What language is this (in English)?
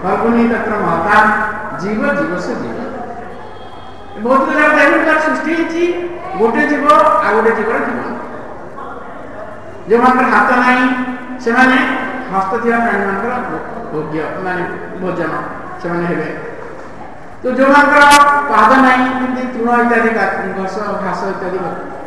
Odia